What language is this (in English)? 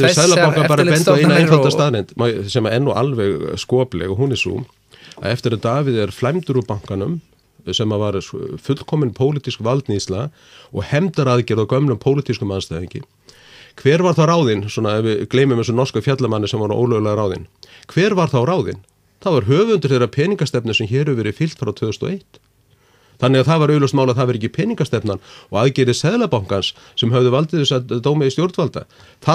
Icelandic